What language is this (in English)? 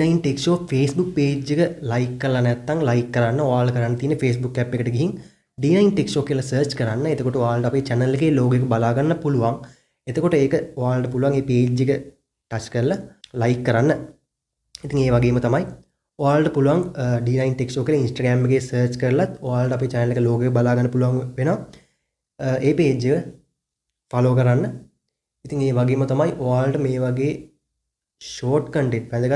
Sinhala